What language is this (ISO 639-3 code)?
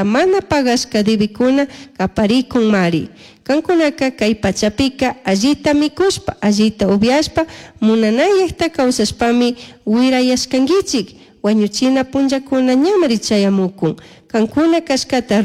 qug